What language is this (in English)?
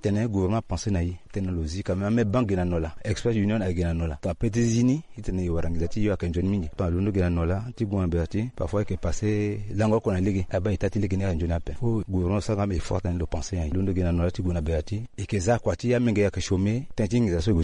Sango